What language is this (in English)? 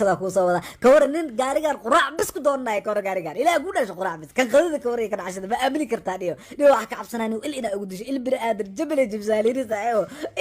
Somali